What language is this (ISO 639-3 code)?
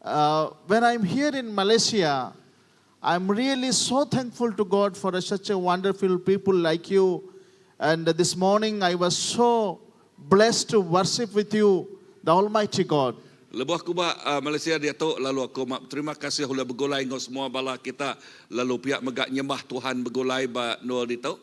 iba